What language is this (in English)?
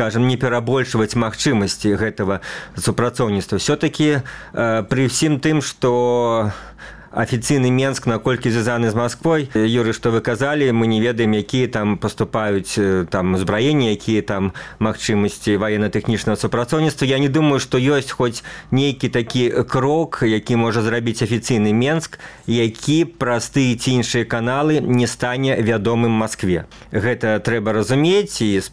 Belarusian